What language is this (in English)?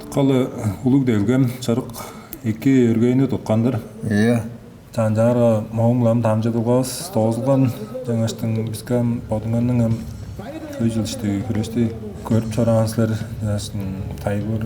Tuvinian